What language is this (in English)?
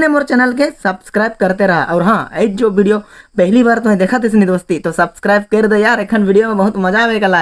Sadri